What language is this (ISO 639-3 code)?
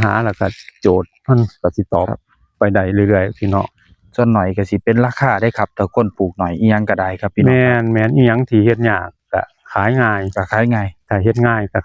tts